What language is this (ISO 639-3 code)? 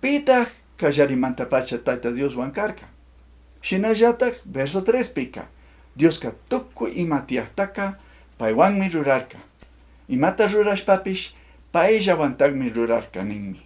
qug